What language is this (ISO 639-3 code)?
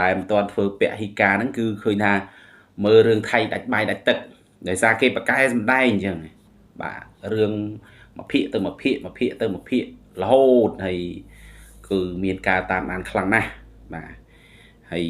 khm